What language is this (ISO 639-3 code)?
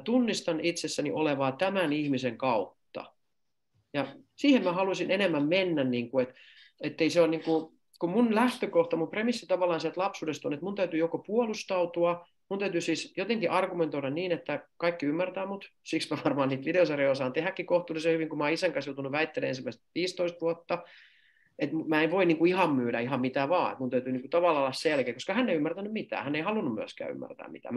fin